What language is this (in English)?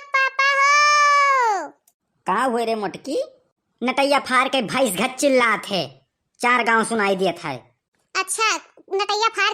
Awadhi